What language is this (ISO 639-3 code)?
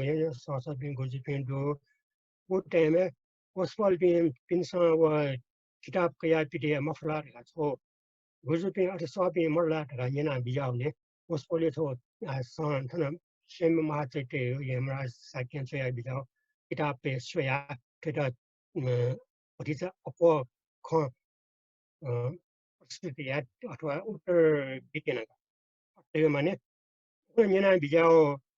new